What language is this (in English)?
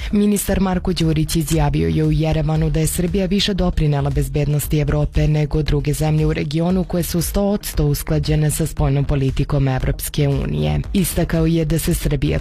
Serbian